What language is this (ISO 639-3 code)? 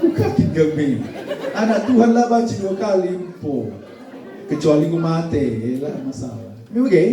btx